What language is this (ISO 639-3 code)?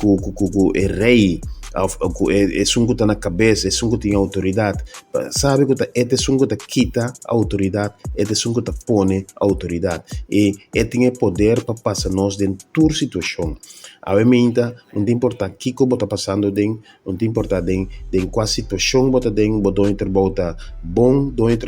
pap